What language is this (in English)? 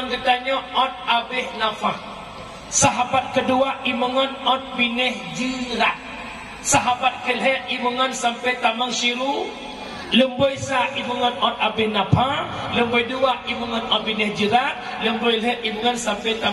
Achinese